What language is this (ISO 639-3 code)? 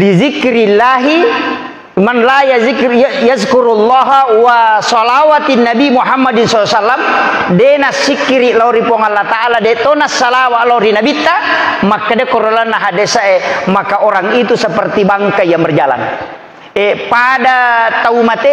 bug